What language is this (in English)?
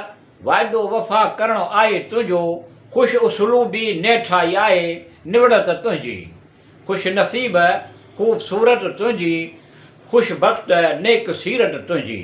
Sindhi